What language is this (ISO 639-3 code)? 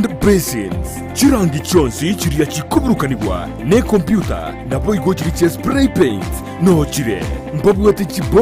guz